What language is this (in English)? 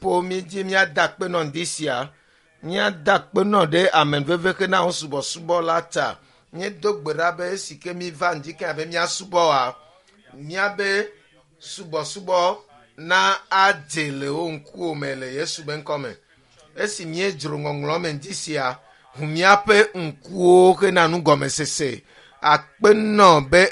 Ewe